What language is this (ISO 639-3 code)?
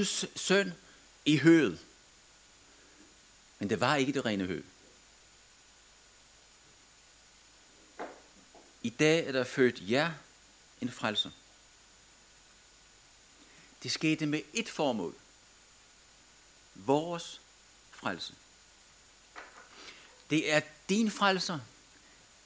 dan